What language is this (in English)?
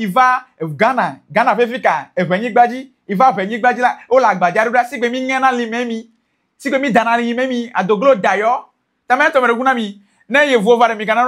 Ewe